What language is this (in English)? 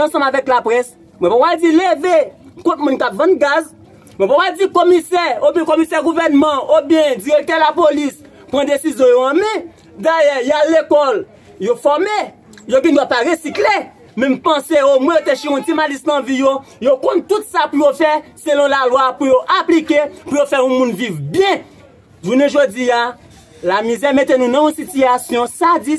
Haitian Creole